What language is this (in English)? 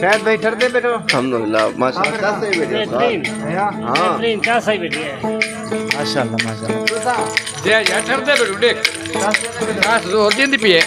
Saraiki